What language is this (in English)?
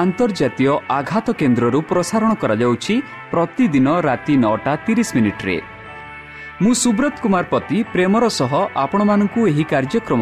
Odia